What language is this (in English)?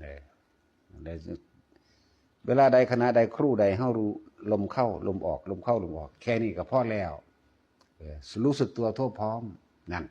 Northeastern Thai